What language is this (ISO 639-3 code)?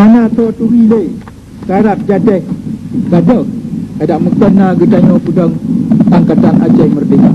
ace